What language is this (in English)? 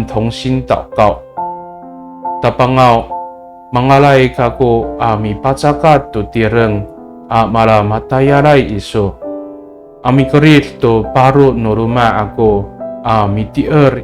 Amis